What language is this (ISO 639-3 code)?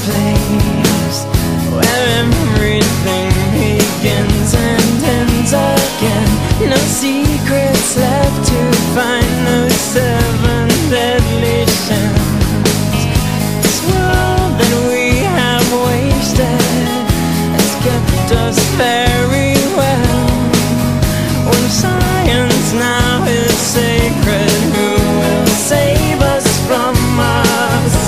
eng